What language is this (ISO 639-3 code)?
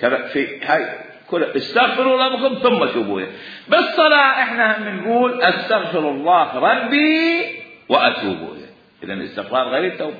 acm